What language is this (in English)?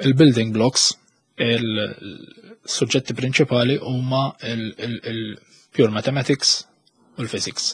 Maltese